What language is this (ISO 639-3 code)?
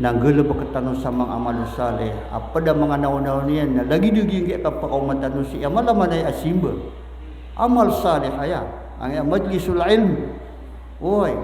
mrw